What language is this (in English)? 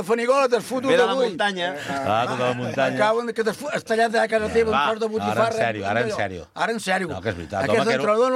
Catalan